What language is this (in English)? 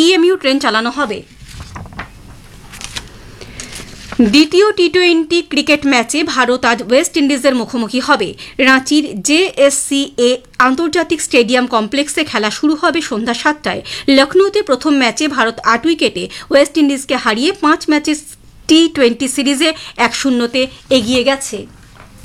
Bangla